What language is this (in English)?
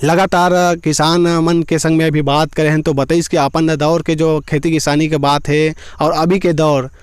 Chhattisgarhi